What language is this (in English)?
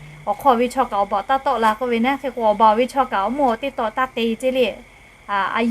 Lahu